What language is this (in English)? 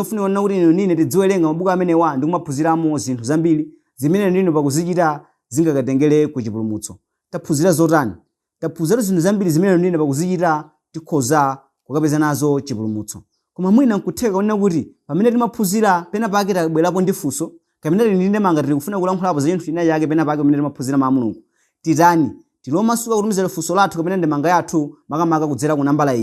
Nyanja